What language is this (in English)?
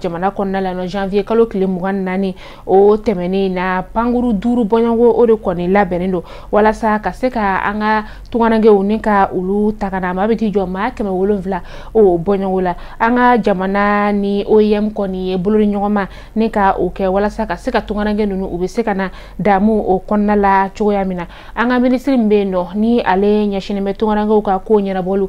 Bambara